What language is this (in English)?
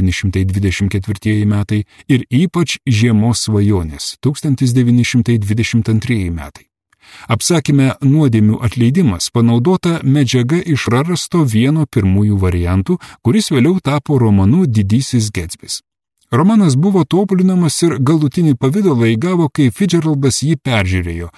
Lithuanian